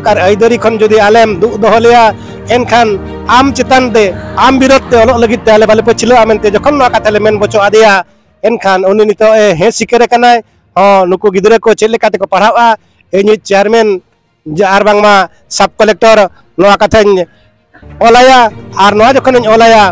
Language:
Santali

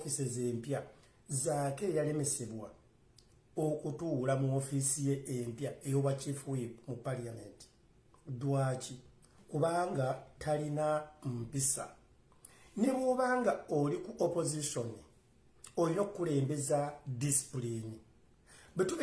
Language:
Ganda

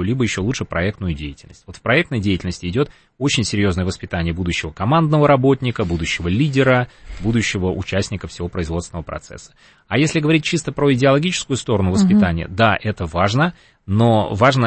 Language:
Russian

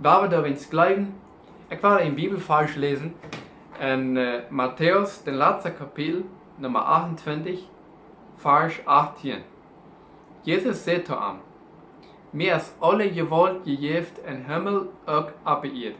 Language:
Plautdietsch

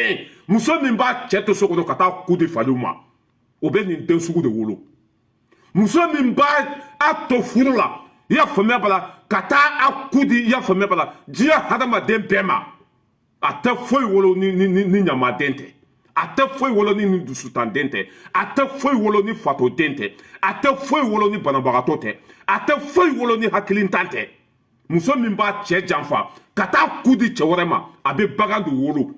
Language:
Bambara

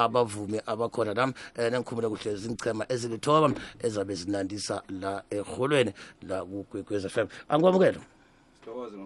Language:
South Ndebele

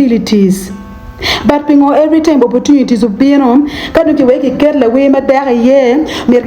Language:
Acoli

